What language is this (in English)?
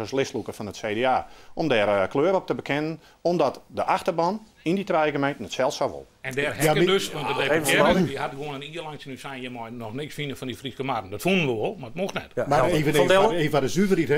Western Frisian